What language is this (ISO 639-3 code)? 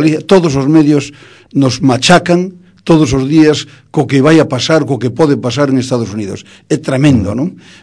glg